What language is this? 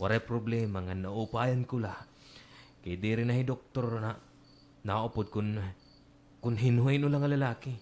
Waray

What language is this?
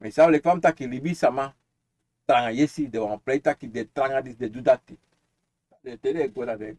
Sranan Tongo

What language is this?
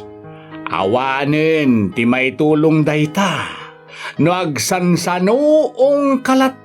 Iloko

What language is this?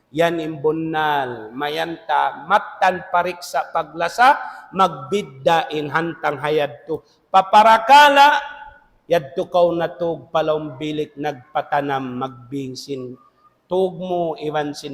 Tausug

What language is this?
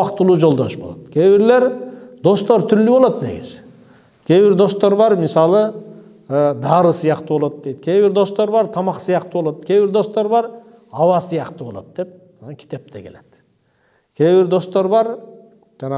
Kyrgyz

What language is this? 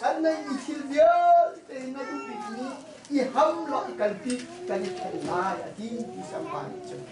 Hakha Chin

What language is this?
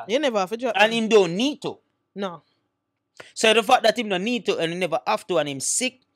Jamaican Creole English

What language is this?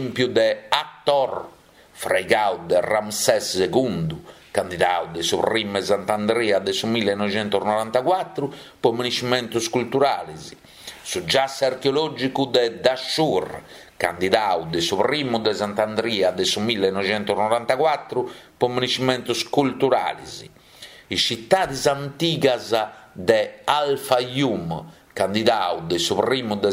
Sardinian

